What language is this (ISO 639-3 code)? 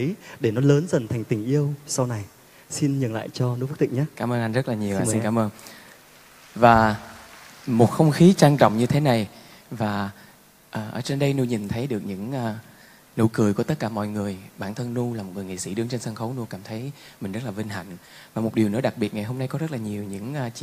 vie